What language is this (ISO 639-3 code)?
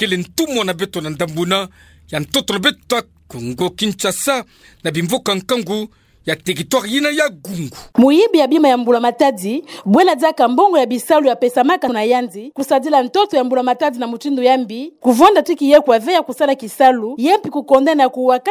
ktu